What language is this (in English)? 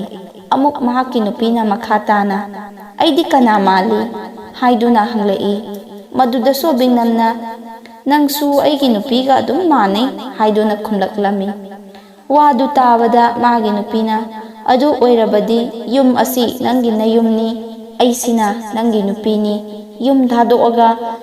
Manipuri